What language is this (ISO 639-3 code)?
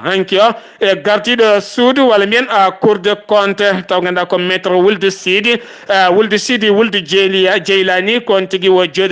ful